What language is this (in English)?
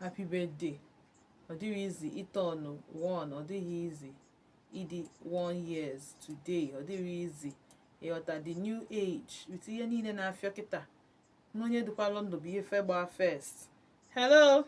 Igbo